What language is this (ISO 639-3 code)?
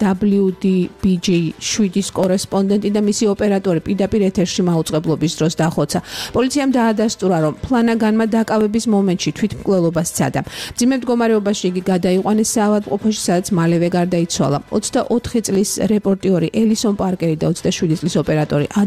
kat